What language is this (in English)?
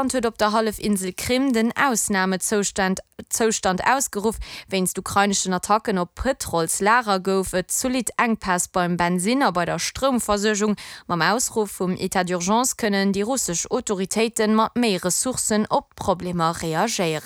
Luxembourgish